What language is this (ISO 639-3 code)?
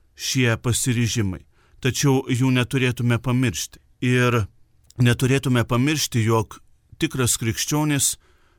lit